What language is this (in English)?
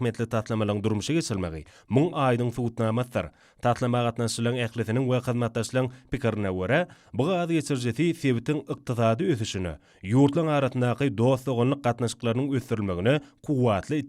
Turkmen